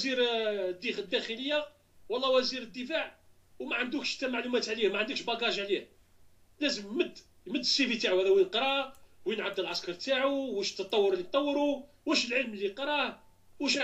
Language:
Algerian Arabic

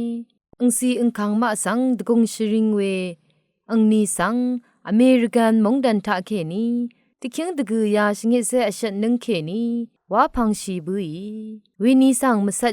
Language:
Rawang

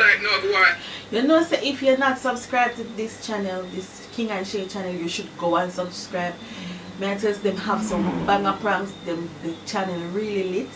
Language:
Jamaican Creole English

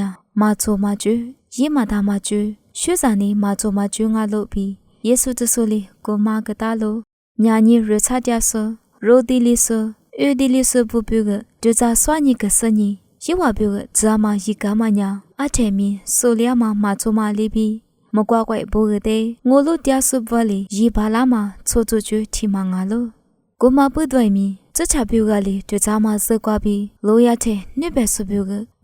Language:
Lisu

